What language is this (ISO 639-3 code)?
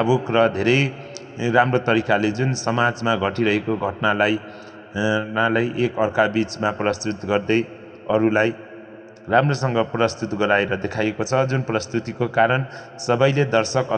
nep